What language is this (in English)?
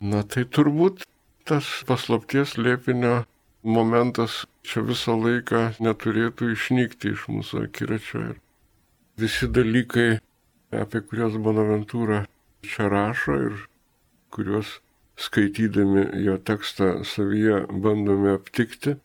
Lithuanian